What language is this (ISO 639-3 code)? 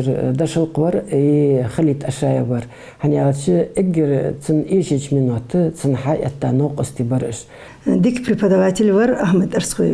inh